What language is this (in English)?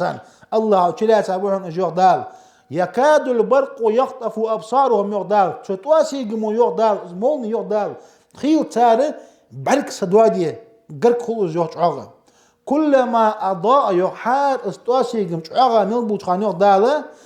Ingush